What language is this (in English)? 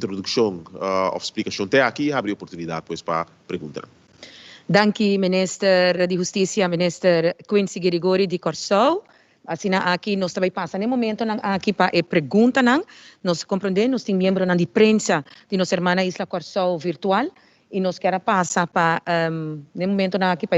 Papiamento